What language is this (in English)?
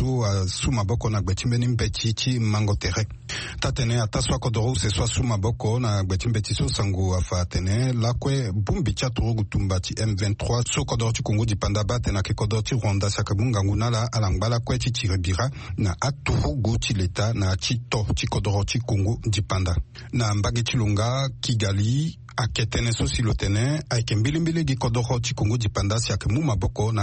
Sango